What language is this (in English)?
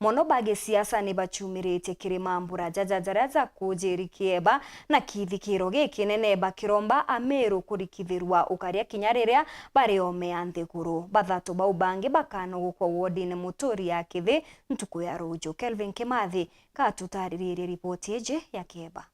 Meru